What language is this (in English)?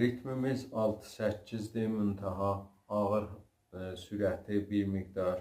South Azerbaijani